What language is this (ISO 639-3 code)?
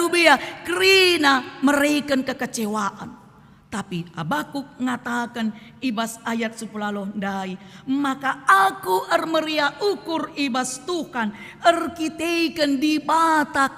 btx